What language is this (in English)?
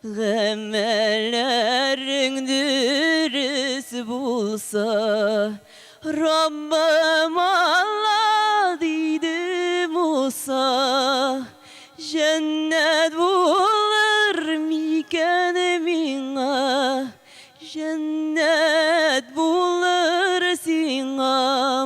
Tatar